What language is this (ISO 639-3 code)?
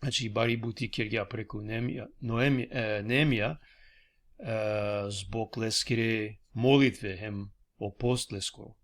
rmn